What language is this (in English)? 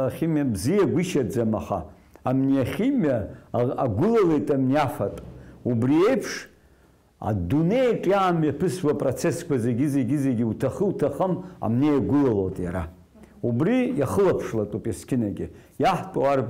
Abkhazian